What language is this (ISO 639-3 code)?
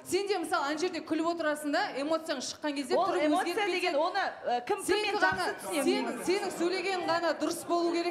kaz